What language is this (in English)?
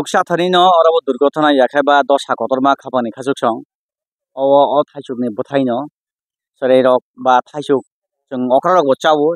Kok Borok